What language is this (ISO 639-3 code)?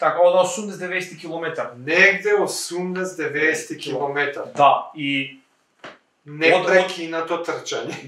mkd